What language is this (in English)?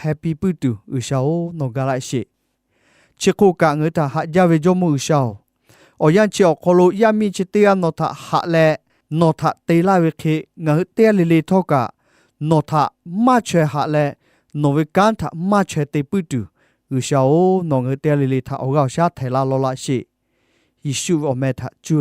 Lahu